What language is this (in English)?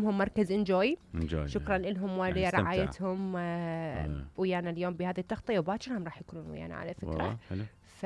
Mesopotamian Arabic